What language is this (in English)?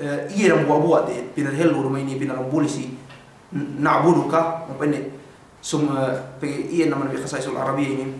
Yakan